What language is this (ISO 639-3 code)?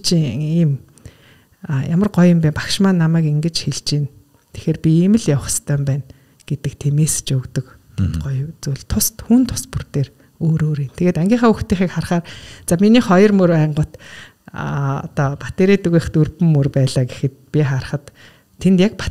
mon